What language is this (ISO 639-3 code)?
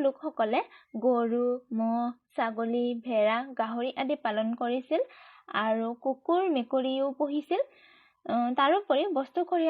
asm